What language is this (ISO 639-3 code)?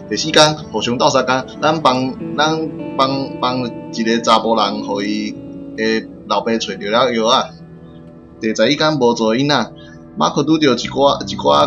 nan